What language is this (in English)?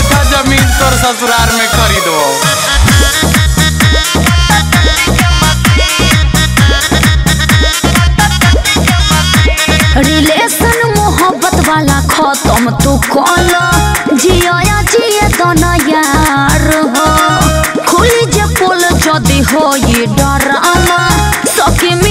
Bhojpuri